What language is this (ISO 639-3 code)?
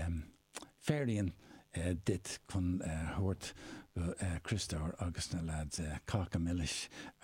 gle